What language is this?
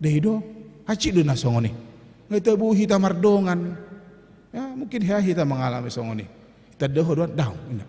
Batak Toba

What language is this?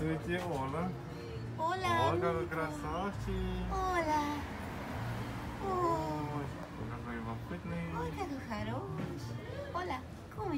Russian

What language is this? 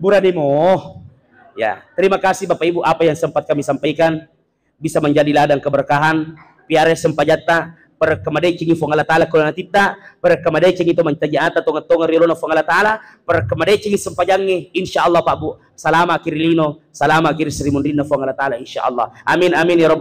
Buginese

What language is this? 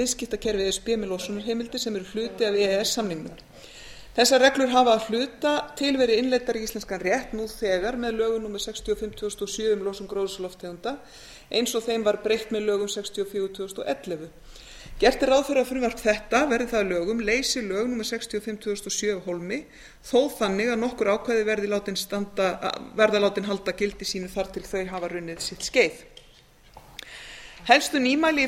Icelandic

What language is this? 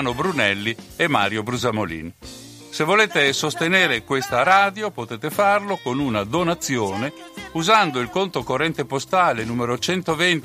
Italian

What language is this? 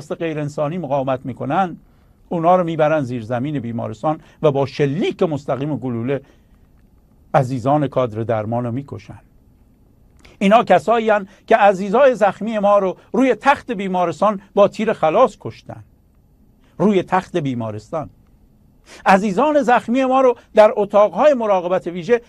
Persian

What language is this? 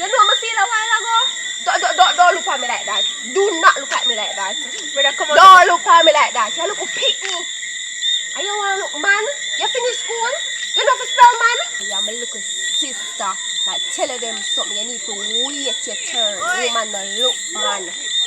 Jamaican Creole English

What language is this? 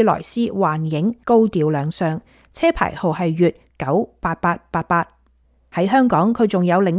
Cantonese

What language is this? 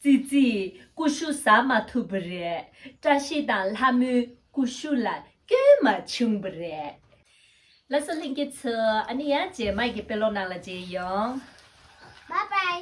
Tibetan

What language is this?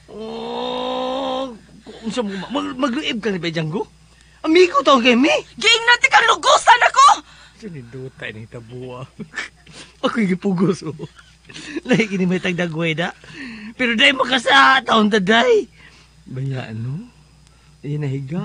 Cebuano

